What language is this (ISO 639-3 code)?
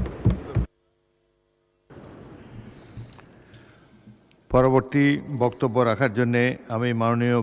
ben